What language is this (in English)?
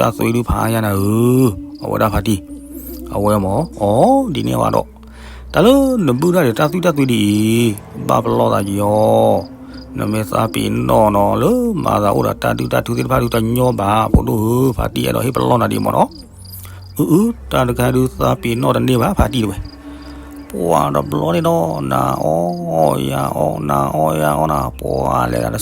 S'gaw Karen